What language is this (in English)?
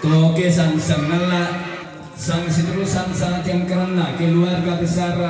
Toraja-Sa'dan